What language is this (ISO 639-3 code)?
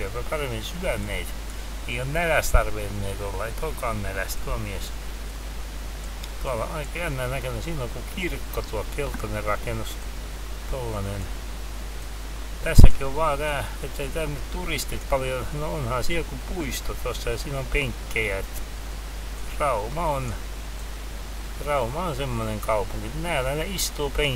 fin